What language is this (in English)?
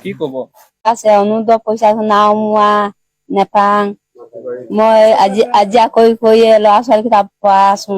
Assamese